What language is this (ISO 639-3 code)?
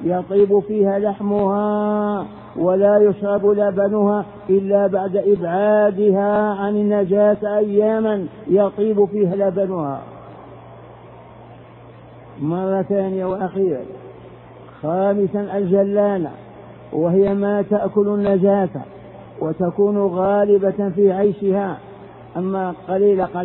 ara